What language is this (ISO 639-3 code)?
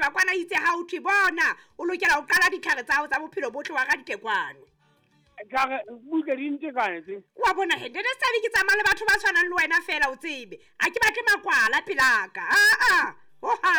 sot